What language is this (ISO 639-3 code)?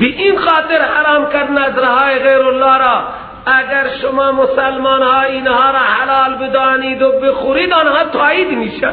fas